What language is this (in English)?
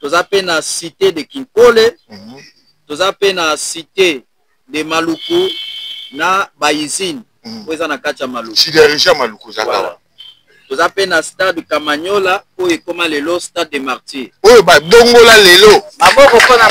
Lingala